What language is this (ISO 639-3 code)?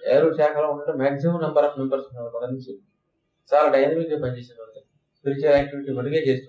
tel